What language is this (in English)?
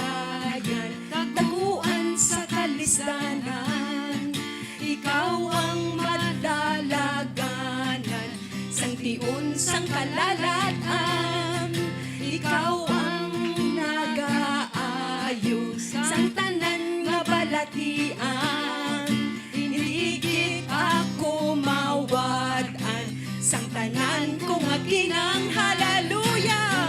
Hiligaynon